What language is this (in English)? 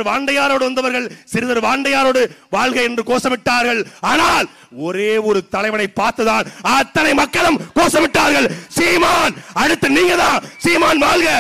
Tamil